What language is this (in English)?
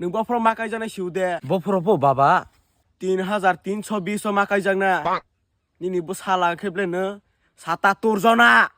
Kok Borok